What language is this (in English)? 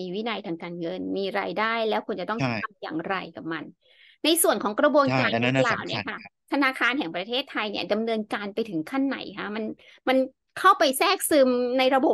Thai